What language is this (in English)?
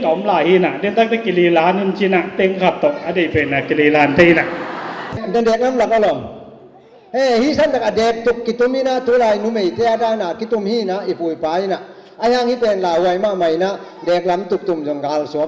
Tedim Chin